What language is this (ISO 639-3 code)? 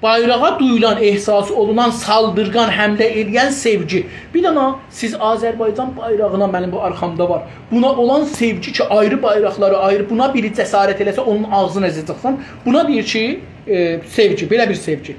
azb